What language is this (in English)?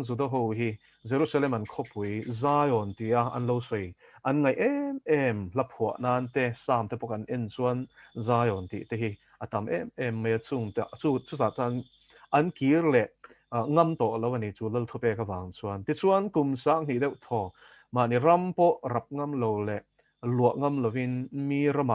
Mizo